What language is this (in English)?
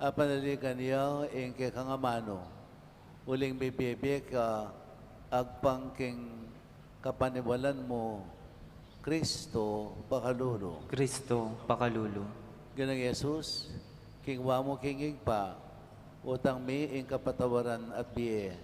Pampanga